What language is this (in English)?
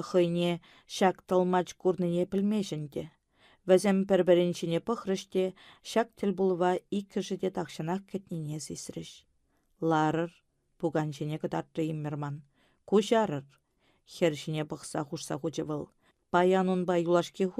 Chuvash